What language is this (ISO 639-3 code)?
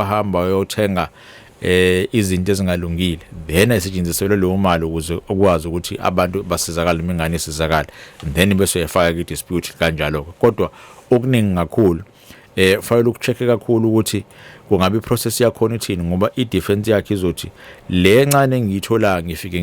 zul